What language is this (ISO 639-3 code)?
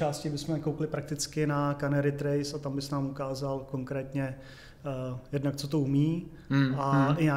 ces